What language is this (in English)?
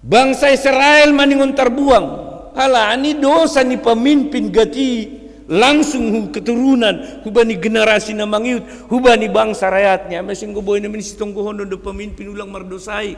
Batak Simalungun